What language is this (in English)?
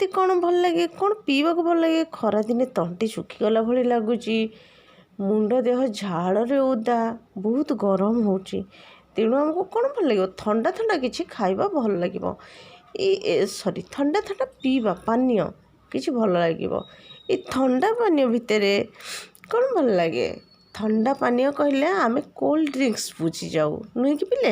Odia